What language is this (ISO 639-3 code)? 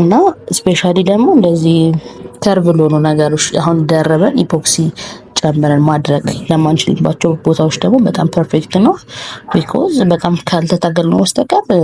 amh